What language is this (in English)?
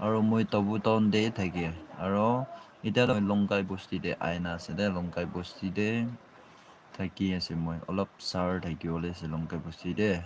Naga Pidgin